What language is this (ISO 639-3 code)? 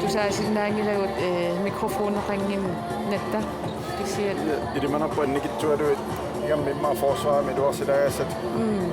kal